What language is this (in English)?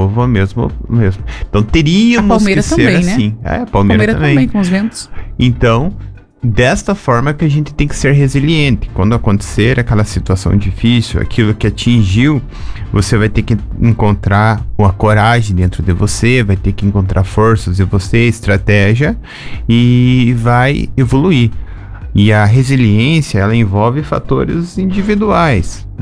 Portuguese